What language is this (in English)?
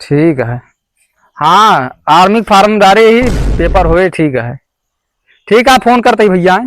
Awadhi